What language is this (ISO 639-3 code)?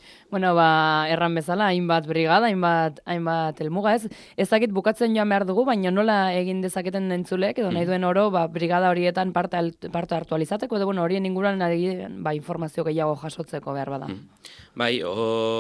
eus